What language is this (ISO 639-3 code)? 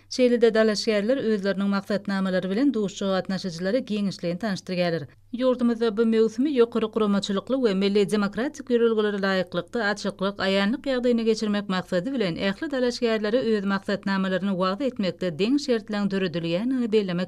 tuk